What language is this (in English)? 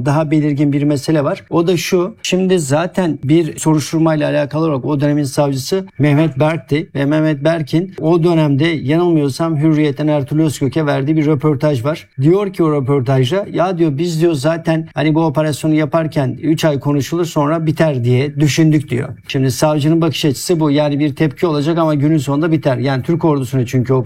Turkish